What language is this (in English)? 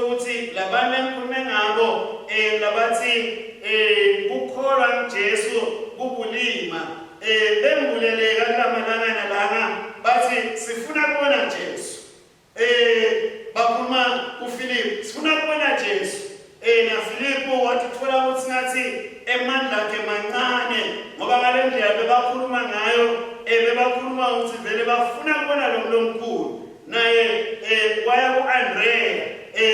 Swati